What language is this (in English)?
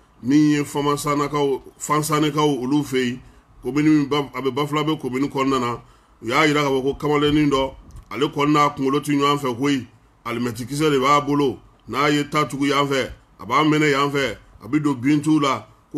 Bambara